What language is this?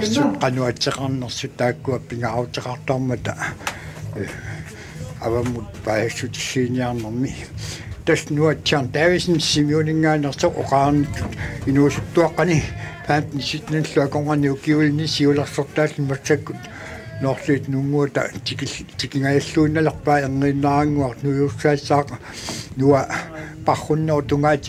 Kalaallisut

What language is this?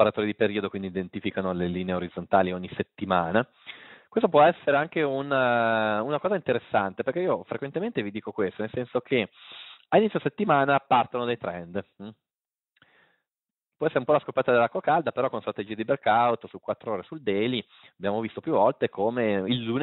Italian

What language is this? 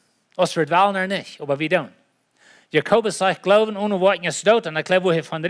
Plautdietsch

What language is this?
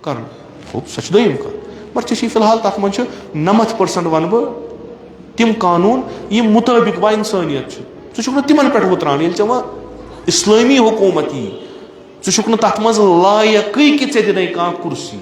Kashmiri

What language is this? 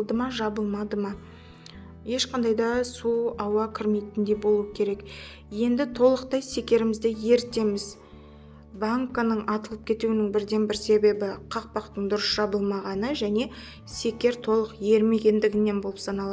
Kazakh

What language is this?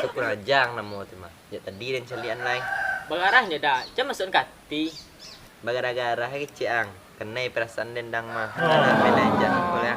Minangkabau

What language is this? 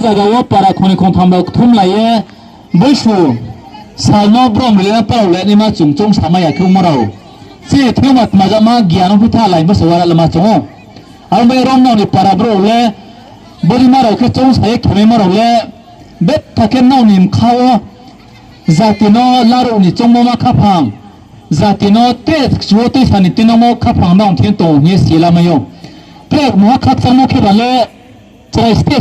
Riang (India)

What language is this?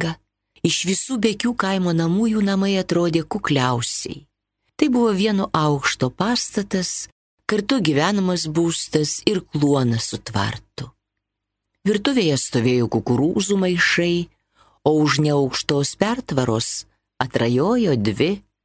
Lithuanian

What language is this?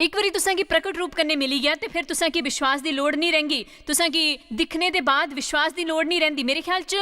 Dogri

